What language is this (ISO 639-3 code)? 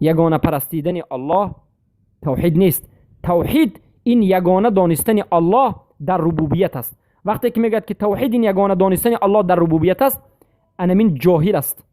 fas